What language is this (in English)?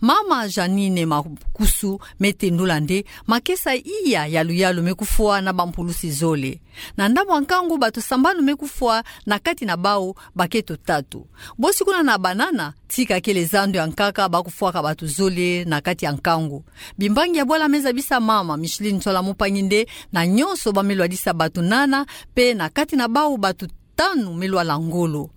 Kituba (Democratic Republic of Congo)